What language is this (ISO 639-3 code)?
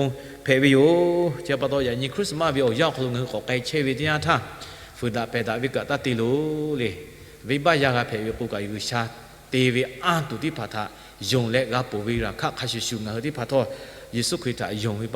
lhu